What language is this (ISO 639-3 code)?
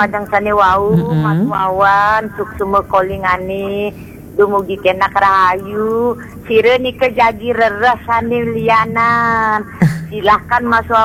ban